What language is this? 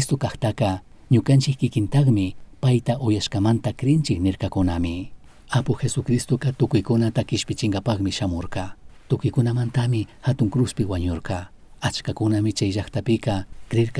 Chimborazo Highland Quichua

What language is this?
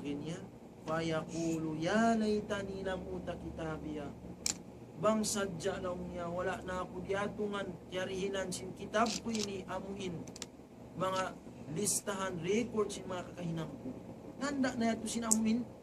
Tausug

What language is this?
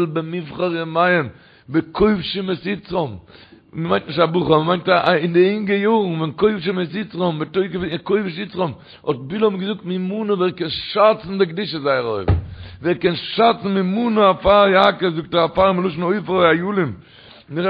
Yiddish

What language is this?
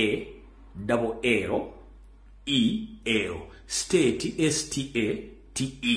Ganda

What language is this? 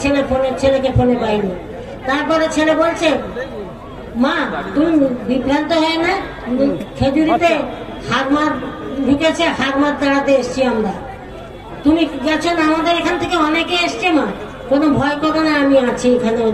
Bangla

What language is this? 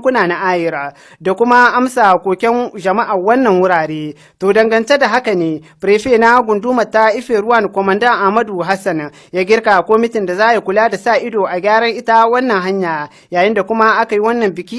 Hausa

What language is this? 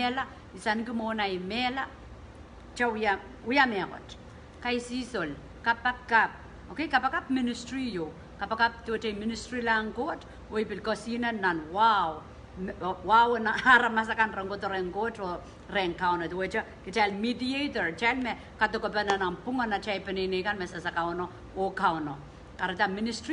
Pohnpeian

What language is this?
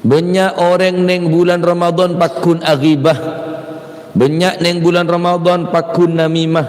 Madurese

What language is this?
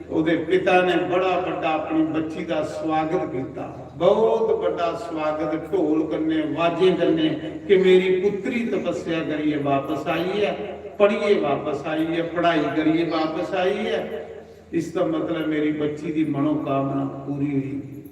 Dogri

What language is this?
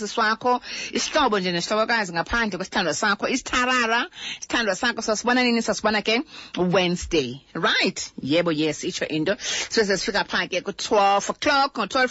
Xhosa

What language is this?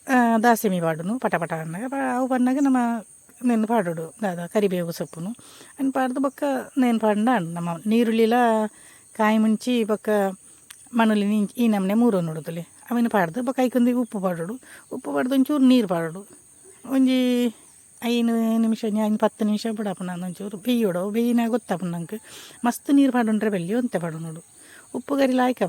Tulu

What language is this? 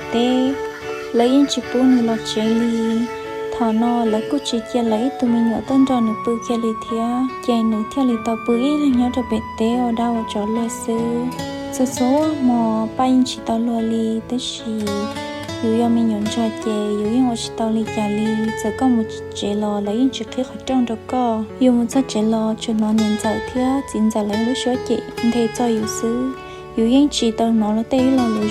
Hmong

